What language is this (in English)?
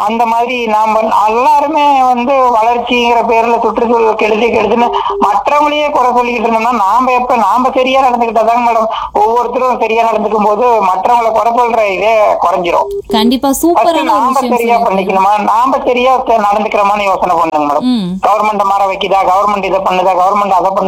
Tamil